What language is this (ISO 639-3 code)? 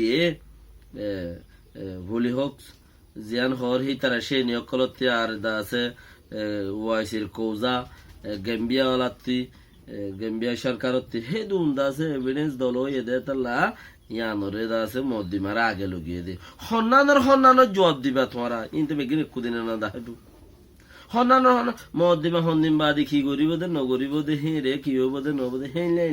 rhg